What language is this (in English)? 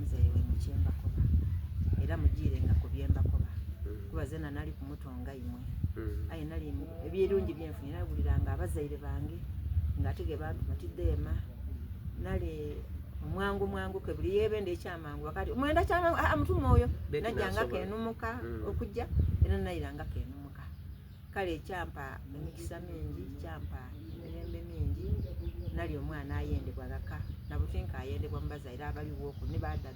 Soga